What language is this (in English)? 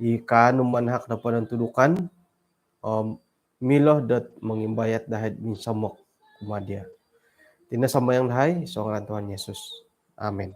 Central Dusun